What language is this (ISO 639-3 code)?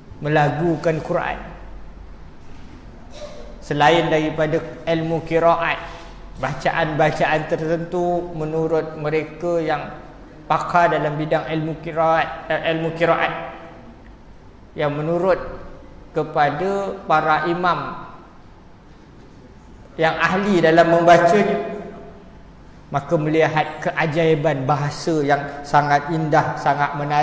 msa